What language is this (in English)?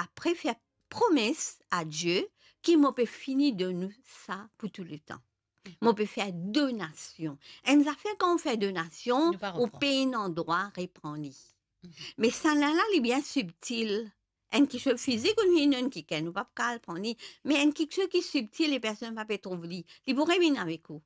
Morisyen